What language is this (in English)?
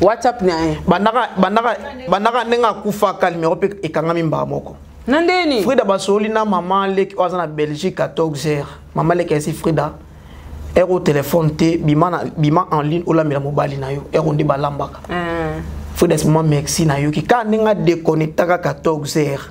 Lingala